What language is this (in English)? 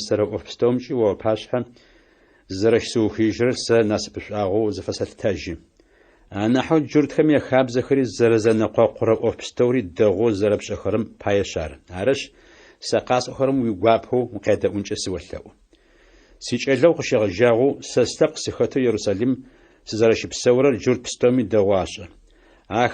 Adyghe